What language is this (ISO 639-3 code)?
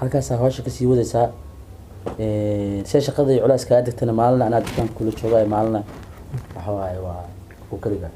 som